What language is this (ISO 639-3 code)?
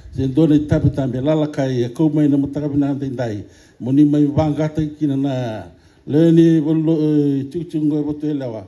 fij